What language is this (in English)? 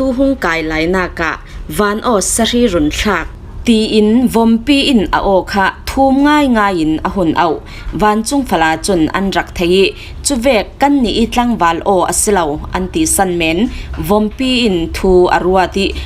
Falam Chin